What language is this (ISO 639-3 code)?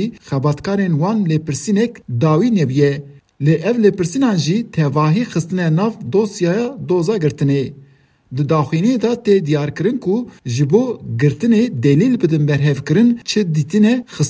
kur